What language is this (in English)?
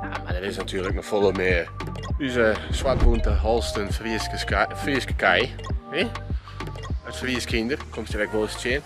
Western Frisian